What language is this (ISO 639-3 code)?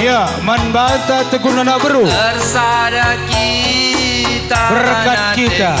btx